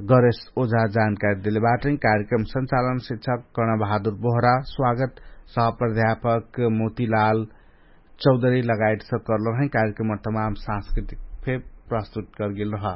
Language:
Dangaura Tharu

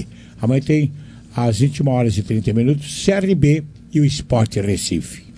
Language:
Portuguese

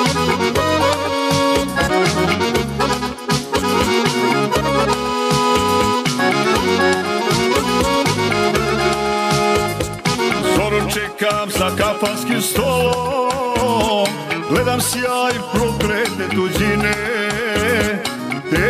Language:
Serbian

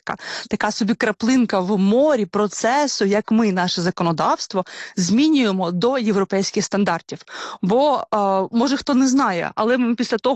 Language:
Ukrainian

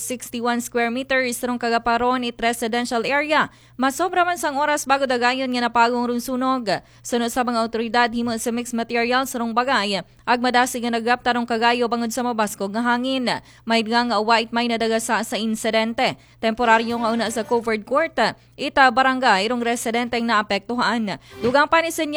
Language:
Aklanon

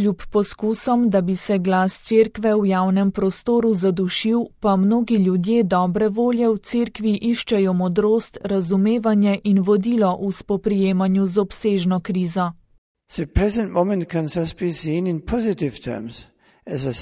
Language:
Slovenian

